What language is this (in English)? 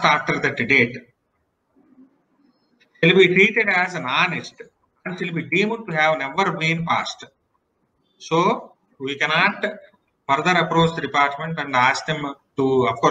English